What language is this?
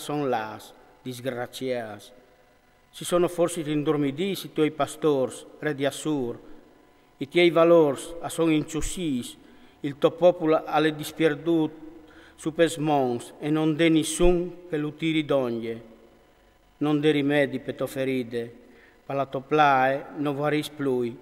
Friulian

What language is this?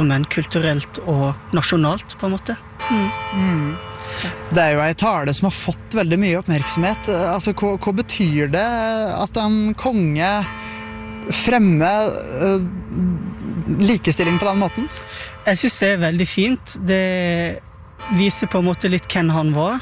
Norwegian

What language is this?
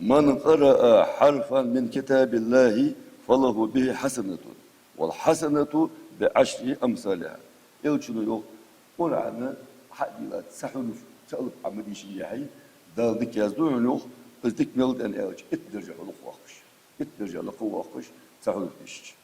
Ingush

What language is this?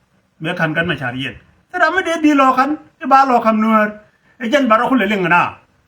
Nuer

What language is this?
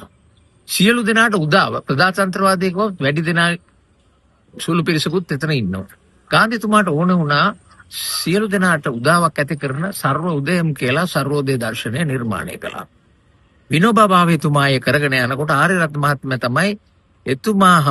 Sinhala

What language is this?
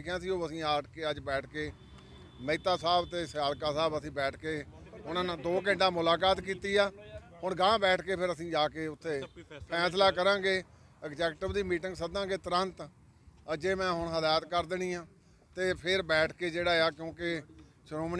Punjabi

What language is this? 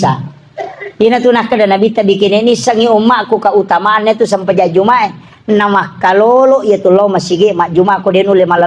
Buginese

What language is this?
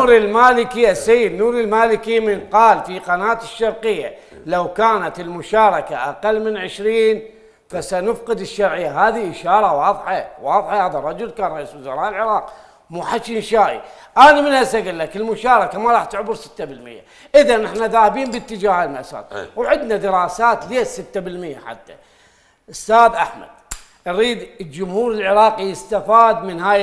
Mesopotamian Arabic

